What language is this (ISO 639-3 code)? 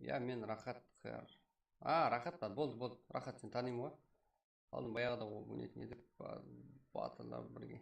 kaa